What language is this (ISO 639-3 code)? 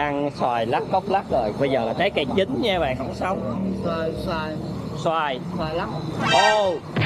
vie